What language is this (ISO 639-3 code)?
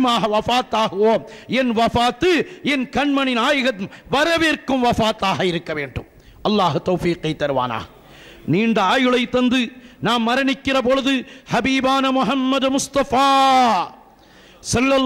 tam